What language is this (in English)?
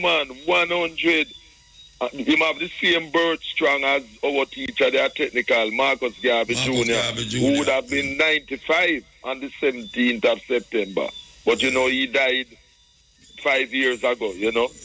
Jamaican Creole English